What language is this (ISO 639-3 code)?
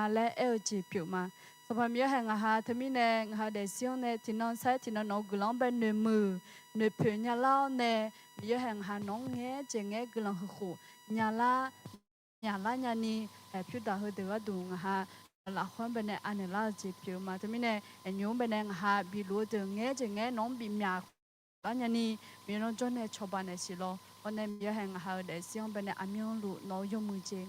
ahk